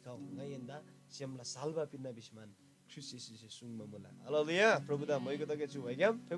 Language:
Eastern Tamang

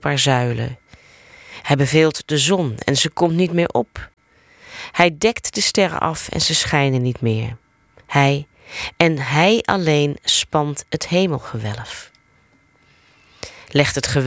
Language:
Dutch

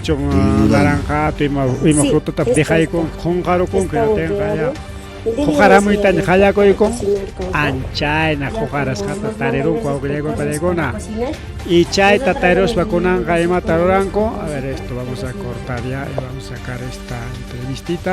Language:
Ayacucho Quechua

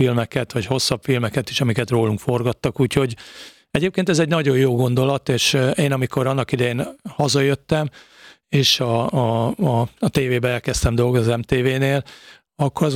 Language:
Hungarian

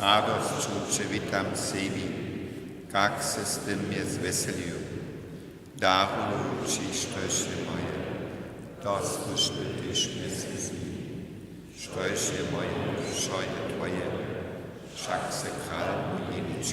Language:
Upper Sorbian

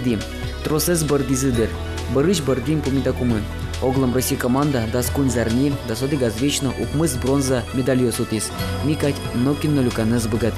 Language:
Udmurt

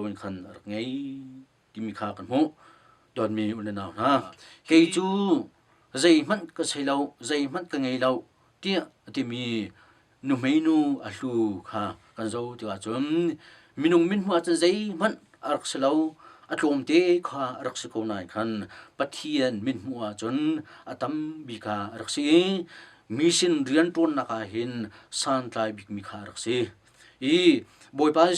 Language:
Hakha Chin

